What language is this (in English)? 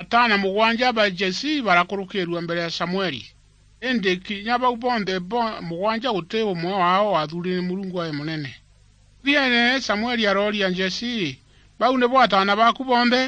Meru